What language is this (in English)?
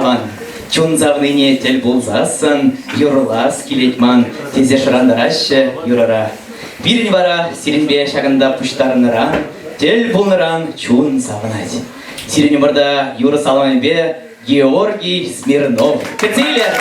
Chuvash